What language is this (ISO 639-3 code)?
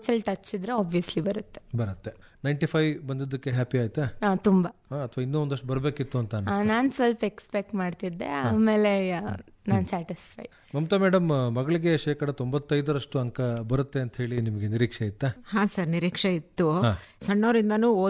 kan